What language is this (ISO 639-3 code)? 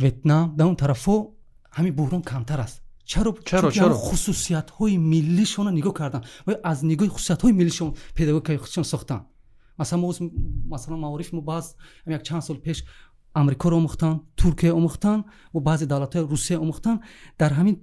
tgk